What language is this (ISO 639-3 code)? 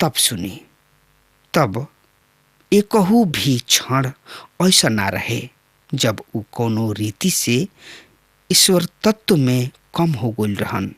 bho